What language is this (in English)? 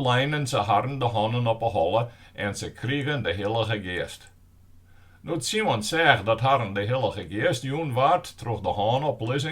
Western Frisian